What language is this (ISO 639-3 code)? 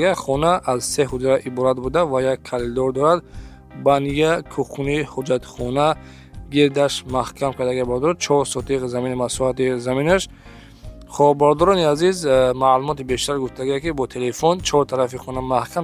tgk